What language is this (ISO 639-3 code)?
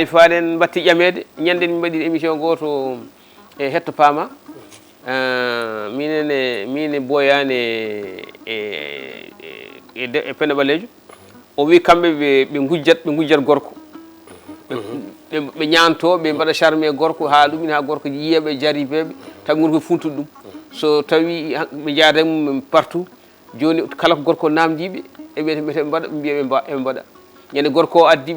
ful